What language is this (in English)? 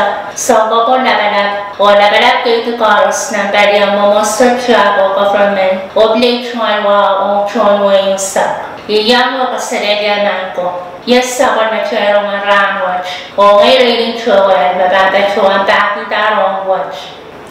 Pohnpeian